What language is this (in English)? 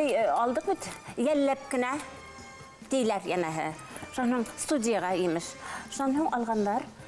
Bashkir